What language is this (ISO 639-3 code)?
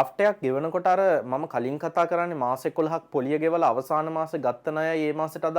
sin